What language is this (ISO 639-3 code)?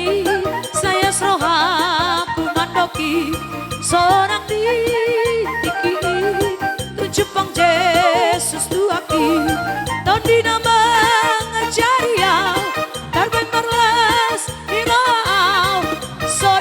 bbc